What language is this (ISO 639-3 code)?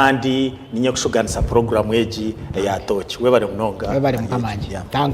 nyn